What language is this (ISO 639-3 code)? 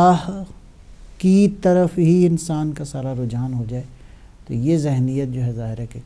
urd